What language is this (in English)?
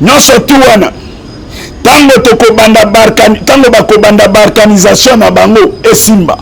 Lingala